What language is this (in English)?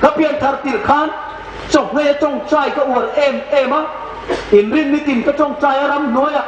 Hmar